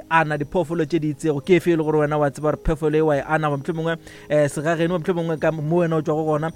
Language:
Northern Sotho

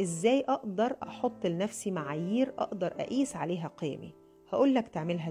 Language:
Egyptian Arabic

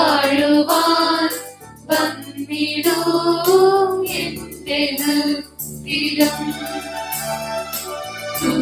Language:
Malayalam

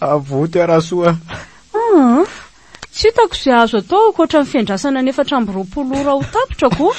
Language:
Malagasy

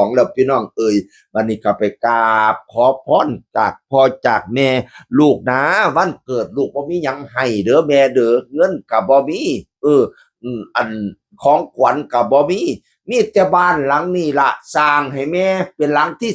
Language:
Northeastern Thai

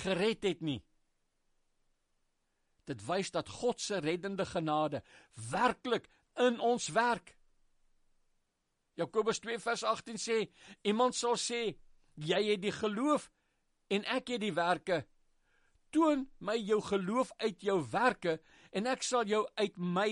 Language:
Afrikaans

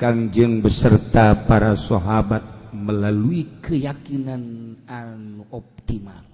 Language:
Sundanese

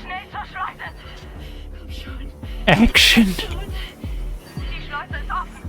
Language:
Swiss German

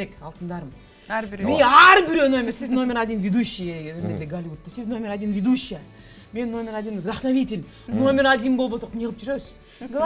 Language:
Kyrgyz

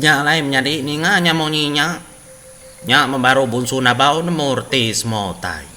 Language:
Iban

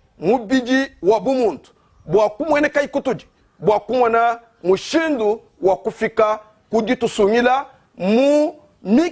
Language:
Luba-Lulua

